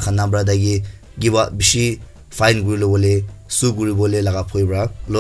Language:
Naga Pidgin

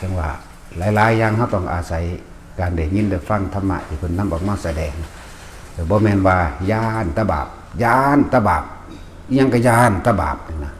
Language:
Northeastern Thai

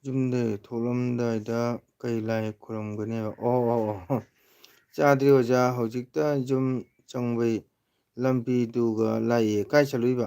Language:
Manipuri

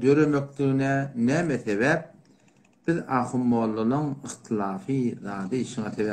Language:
Turkmen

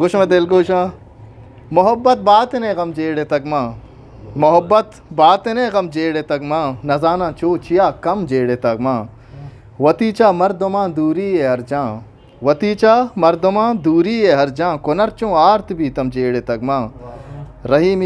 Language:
Eastern Balochi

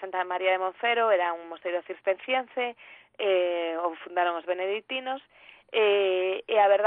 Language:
Galician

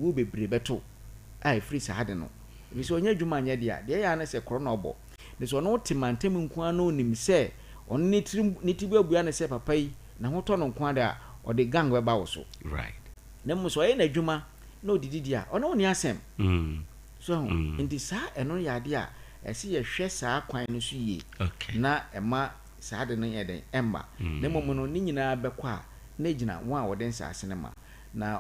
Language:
Akan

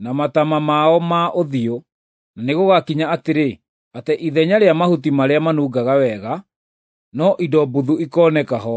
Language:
Kikuyu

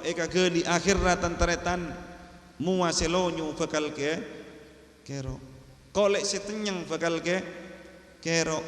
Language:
Madurese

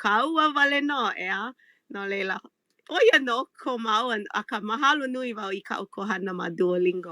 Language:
Hawaiian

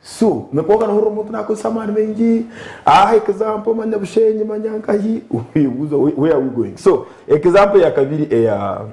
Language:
Nyankole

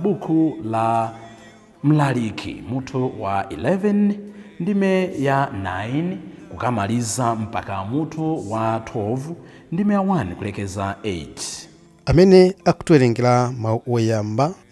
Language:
Nyanja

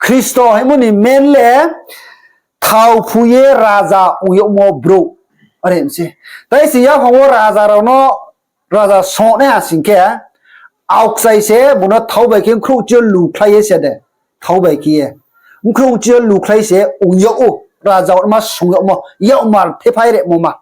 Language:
Riang (India)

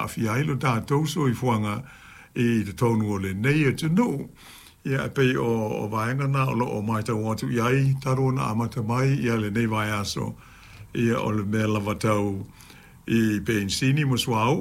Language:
Samoan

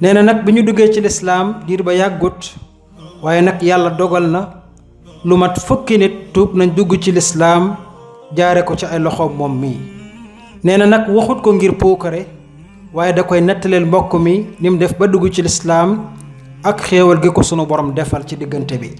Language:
Wolof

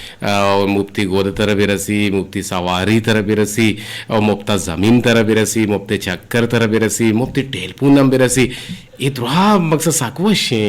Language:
Eastern Balochi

